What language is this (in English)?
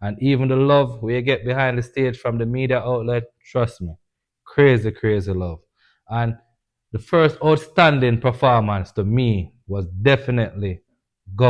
Jamaican Creole English